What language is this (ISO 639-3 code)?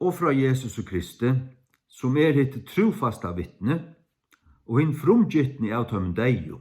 fao